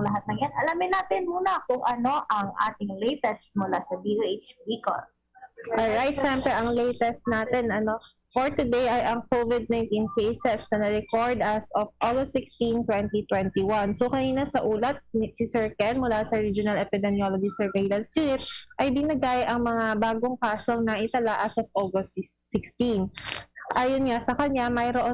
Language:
Bikol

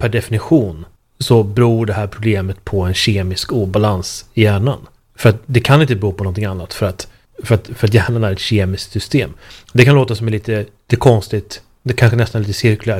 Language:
Swedish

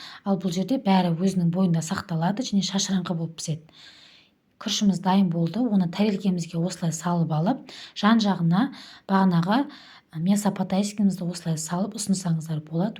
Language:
Kazakh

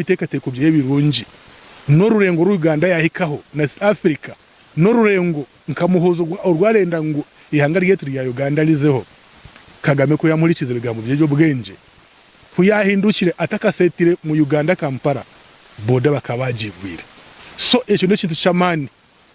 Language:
Nyankole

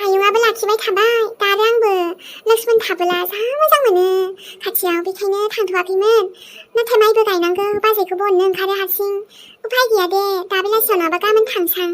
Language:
Bodo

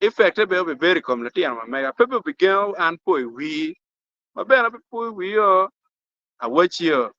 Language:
Acoli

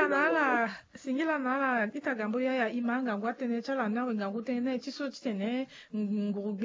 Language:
Sango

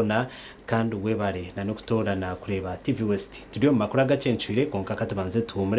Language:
Nyankole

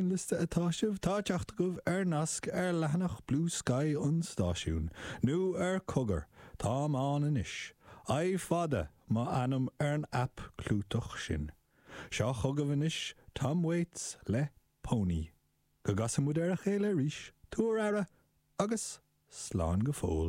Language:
Irish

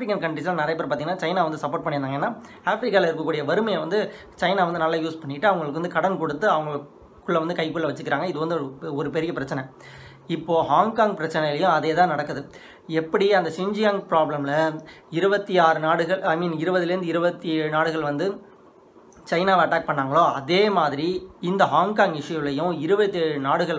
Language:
Tamil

